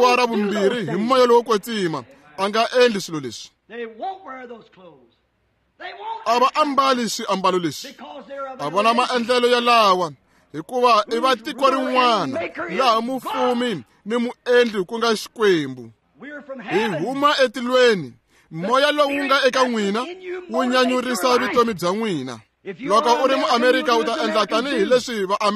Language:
Tsonga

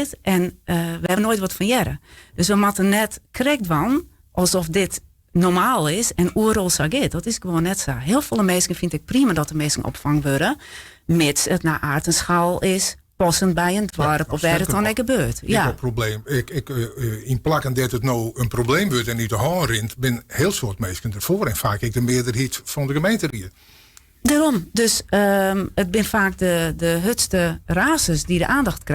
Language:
Western Frisian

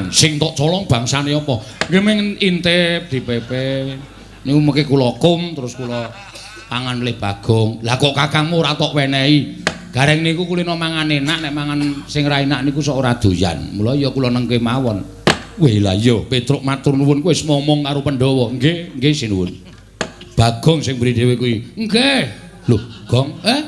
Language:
Javanese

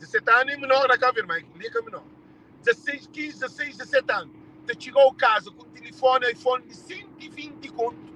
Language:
Kabuverdianu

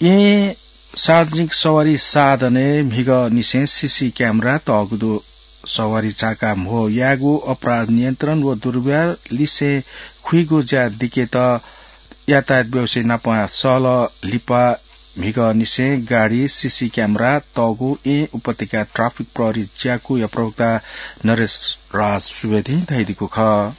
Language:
Newari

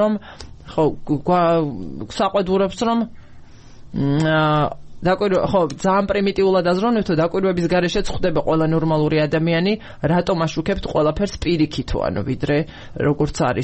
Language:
Georgian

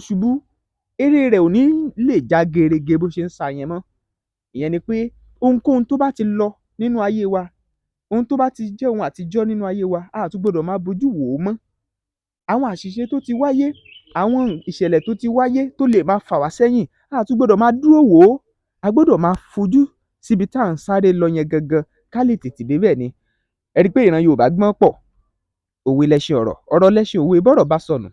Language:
Yoruba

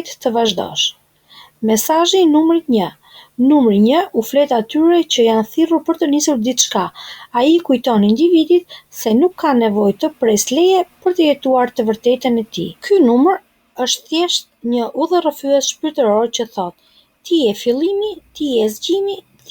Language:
Albanian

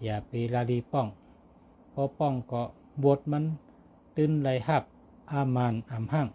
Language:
Shan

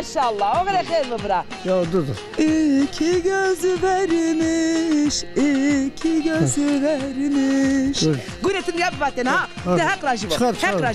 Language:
Zaza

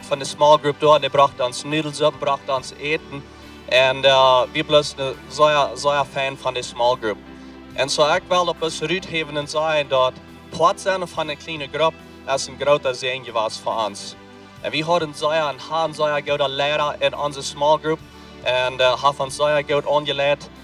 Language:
Plautdietsch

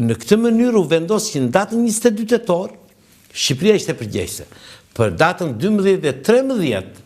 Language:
Albanian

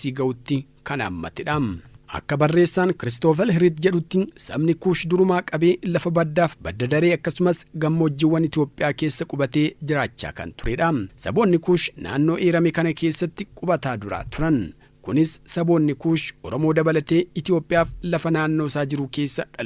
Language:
Oromo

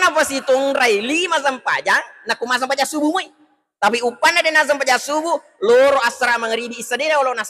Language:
Buginese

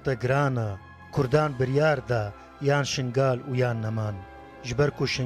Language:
Kurdish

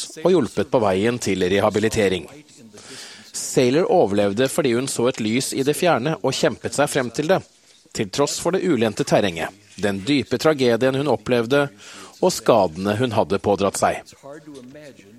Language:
Norwegian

